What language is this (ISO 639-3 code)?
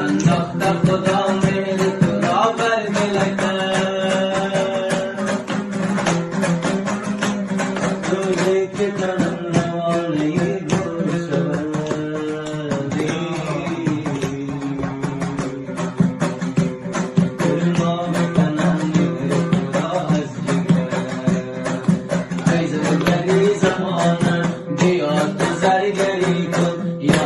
fas